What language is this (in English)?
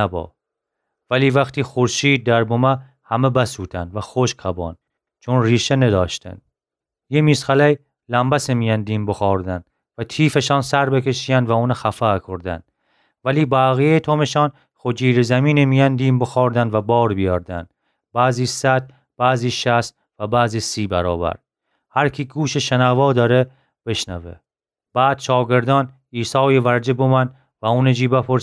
Gilaki